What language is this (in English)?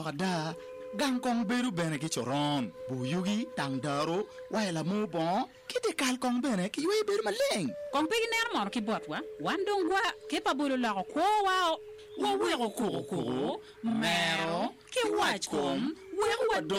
Acoli